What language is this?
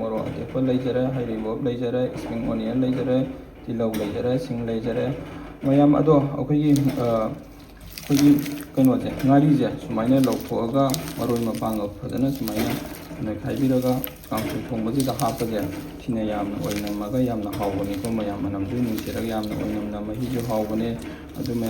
Manipuri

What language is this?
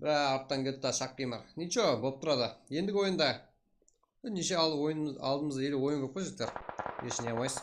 Kara-Kalpak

